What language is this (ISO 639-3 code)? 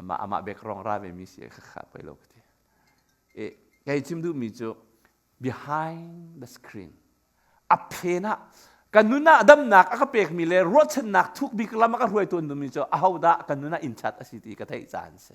cnh